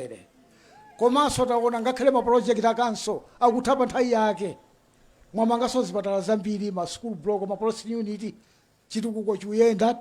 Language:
Nyanja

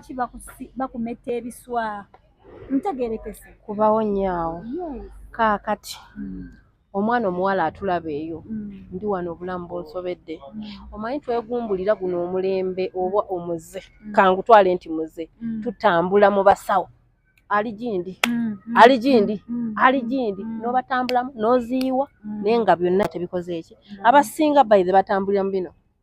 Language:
Ganda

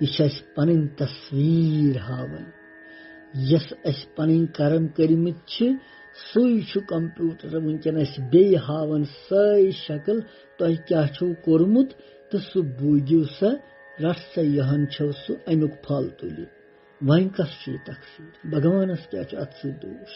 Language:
Kashmiri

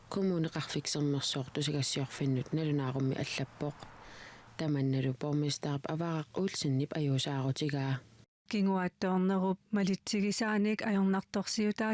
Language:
Kalaallisut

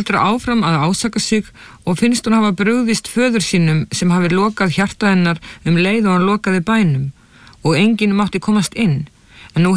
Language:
Icelandic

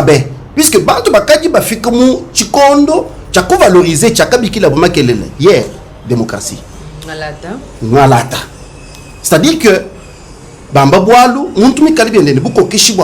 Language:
Luba-Lulua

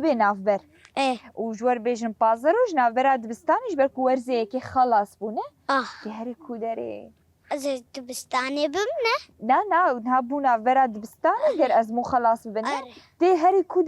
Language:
Kurdish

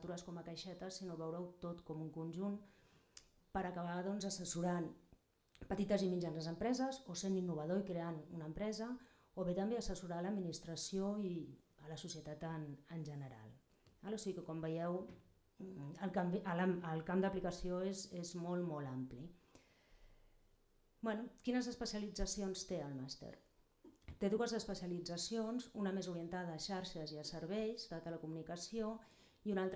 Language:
Catalan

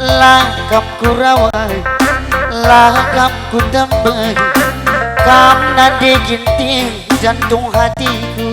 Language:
Batak Karo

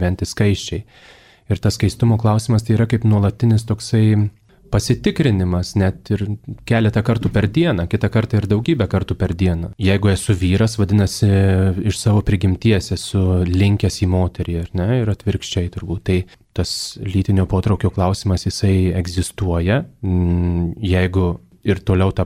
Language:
Lithuanian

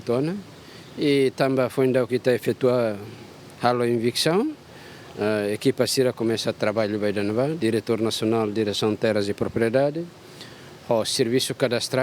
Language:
Tetum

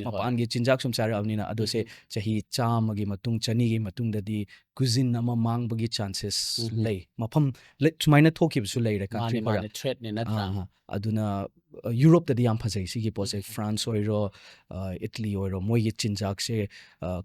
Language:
Manipuri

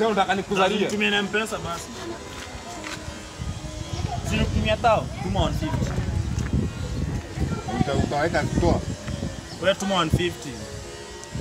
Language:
Swahili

